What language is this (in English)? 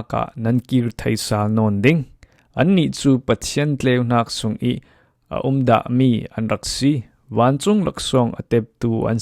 Falam Chin